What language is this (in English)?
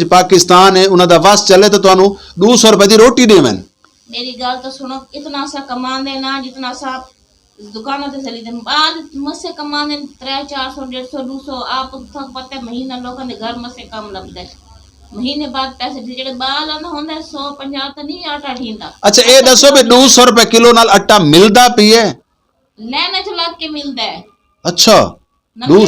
Saraiki